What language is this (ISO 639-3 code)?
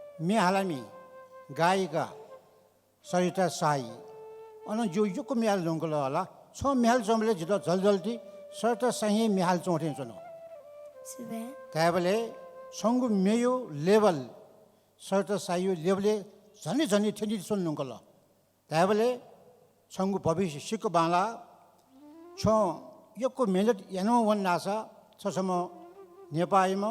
new